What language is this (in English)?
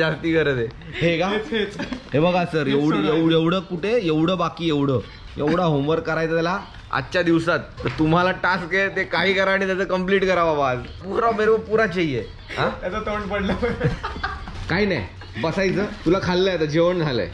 Marathi